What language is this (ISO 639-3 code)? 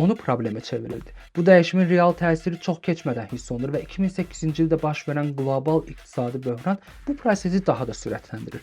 aze